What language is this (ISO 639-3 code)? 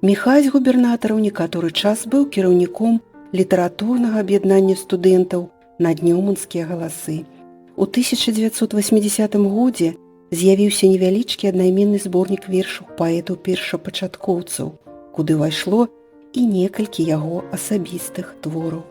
bel